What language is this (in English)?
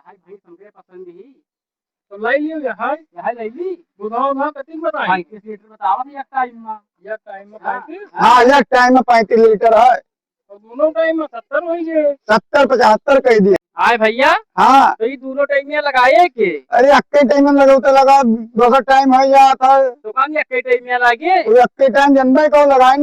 Awadhi